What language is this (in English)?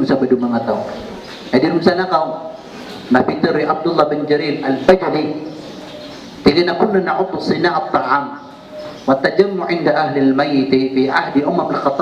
Maranao